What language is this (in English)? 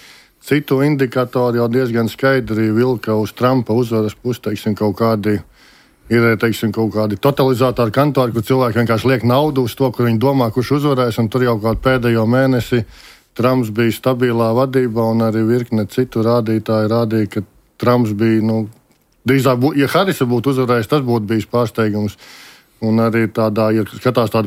Latvian